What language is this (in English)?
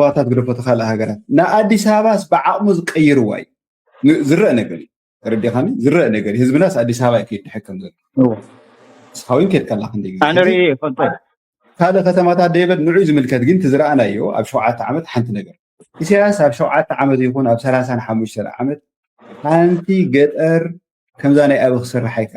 Tigrinya